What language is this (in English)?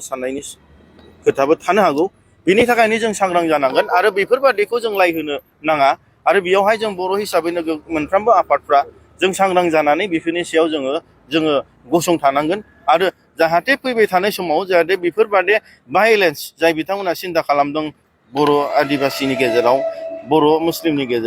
Bodo